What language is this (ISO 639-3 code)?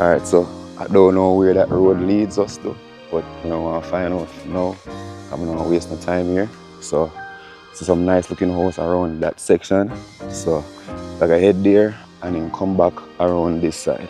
jam